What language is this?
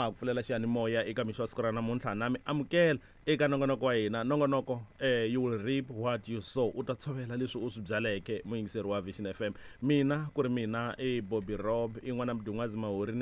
Tsonga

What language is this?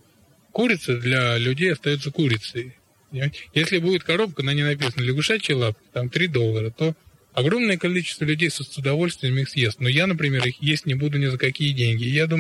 Russian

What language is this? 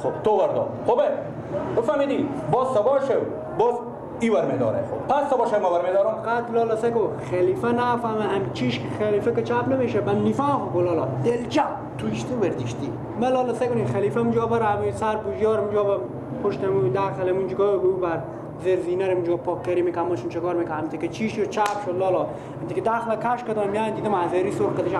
Persian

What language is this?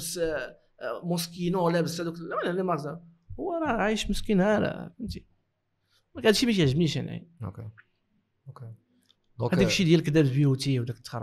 Moroccan Arabic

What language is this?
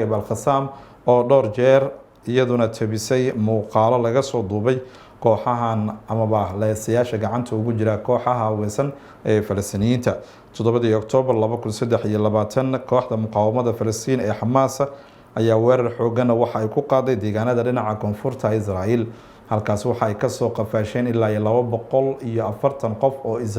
Somali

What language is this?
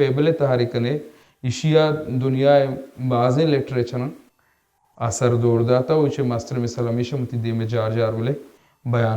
Baluchi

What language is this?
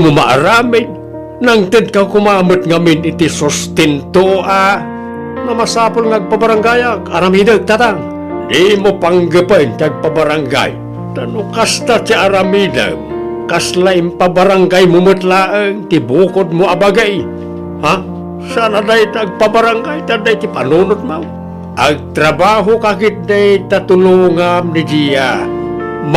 Iloko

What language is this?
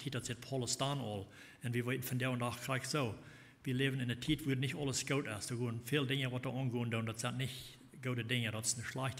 Plautdietsch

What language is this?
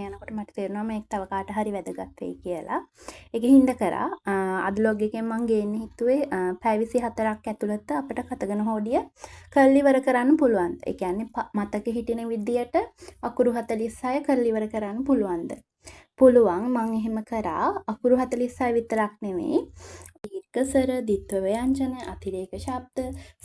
Sinhala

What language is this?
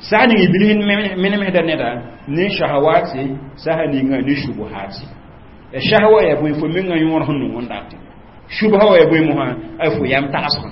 Mossi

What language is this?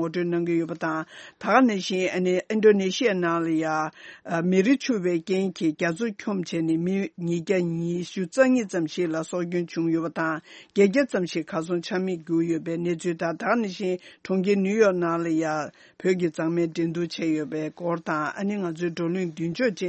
Tibetan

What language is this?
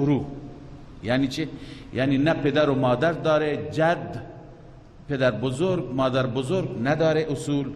Persian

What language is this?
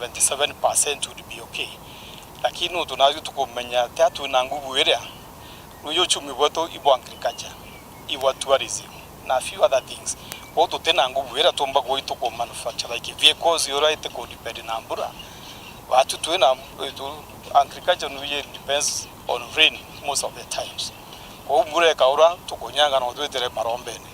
Meru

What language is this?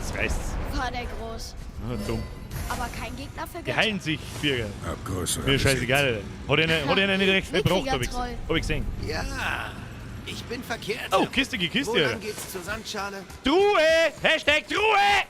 Bavarian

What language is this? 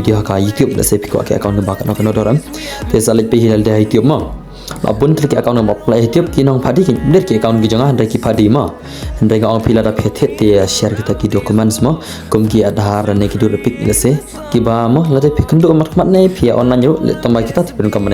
Khasi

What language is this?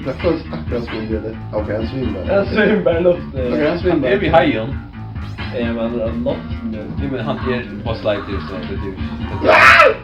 Faroese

